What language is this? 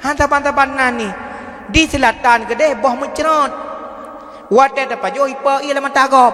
Achinese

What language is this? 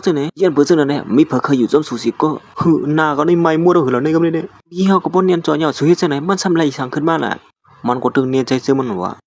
Shan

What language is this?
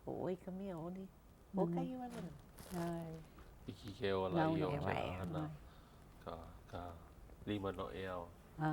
Hawaiian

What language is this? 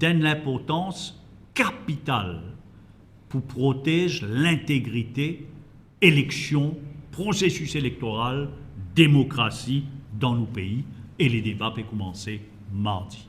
Morisyen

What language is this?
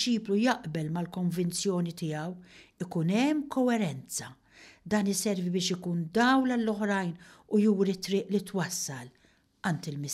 Maltese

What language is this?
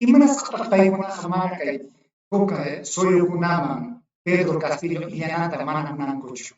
Ayacucho Quechua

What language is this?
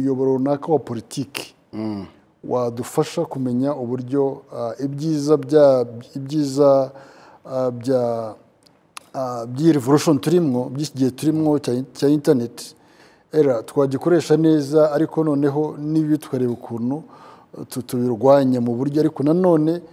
Kinyarwanda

